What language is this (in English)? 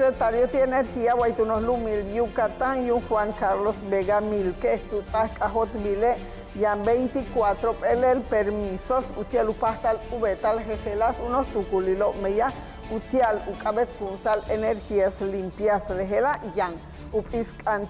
Yucateco